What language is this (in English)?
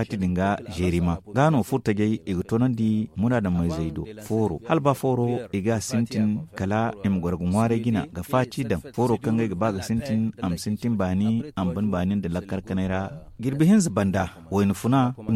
Zarma